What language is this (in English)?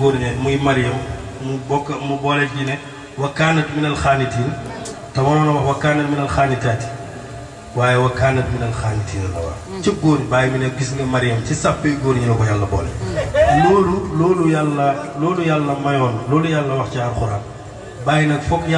Wolof